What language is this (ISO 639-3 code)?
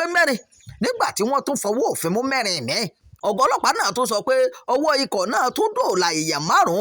yor